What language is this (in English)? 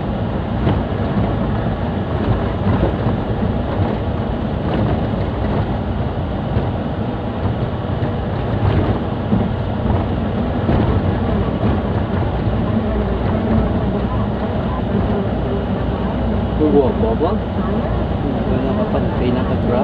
Filipino